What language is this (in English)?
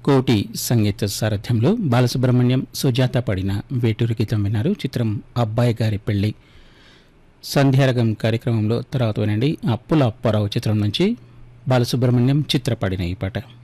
Telugu